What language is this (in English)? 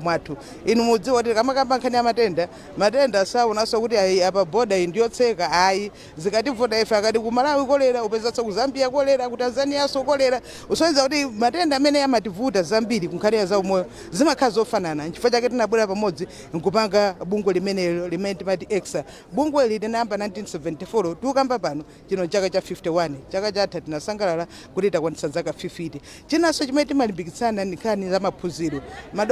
Nyanja